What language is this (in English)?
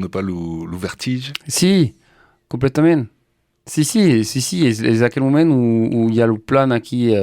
Occitan